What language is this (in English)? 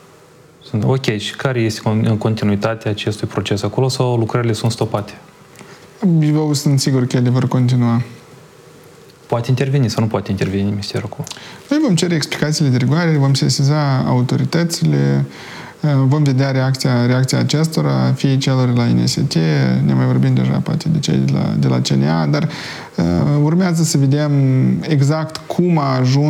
Romanian